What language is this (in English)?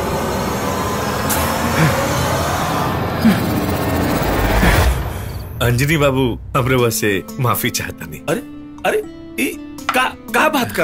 Bhojpuri